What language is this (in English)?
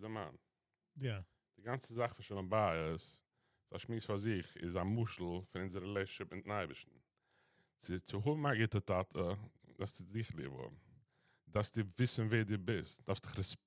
Yiddish